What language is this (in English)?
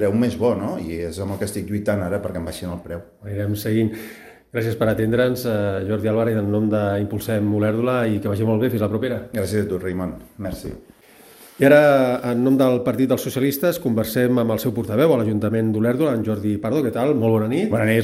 Catalan